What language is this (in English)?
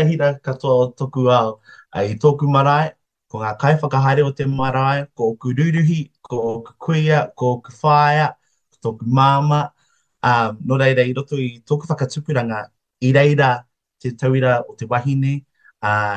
Māori